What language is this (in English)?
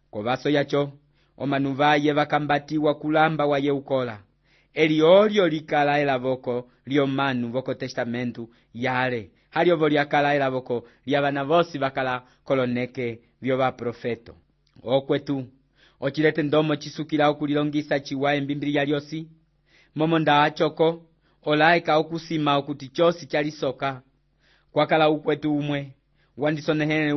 Umbundu